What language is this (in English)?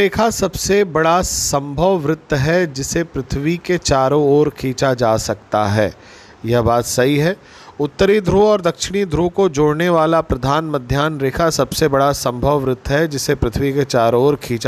Hindi